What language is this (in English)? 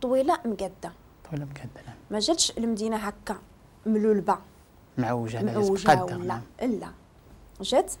Moroccan Arabic